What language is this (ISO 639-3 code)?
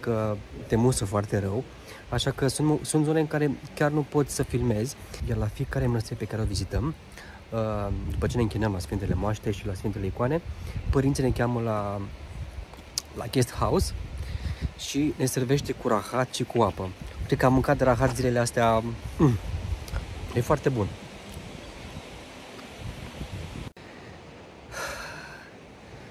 ron